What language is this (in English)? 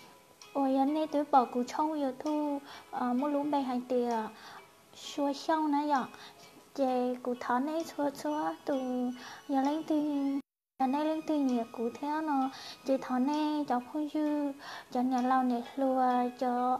Hmong